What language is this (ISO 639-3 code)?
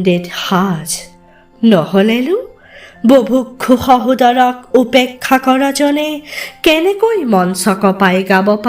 asm